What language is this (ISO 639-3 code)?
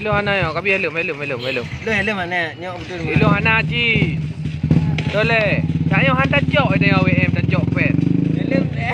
ace